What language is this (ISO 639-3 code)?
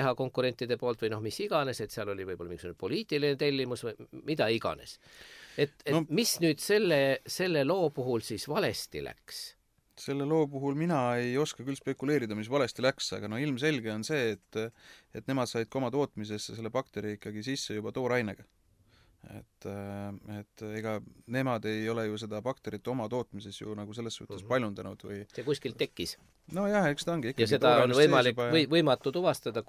est